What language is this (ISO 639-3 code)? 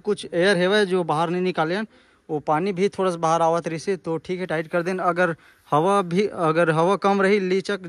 hne